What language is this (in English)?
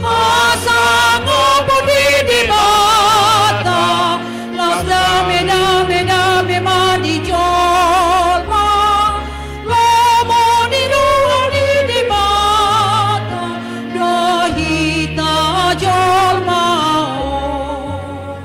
Batak Toba